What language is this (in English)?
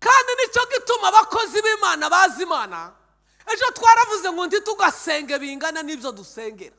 Kinyarwanda